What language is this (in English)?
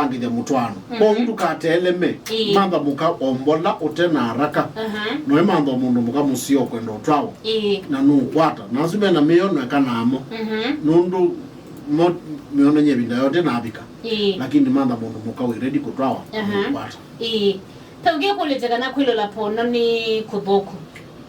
Kamba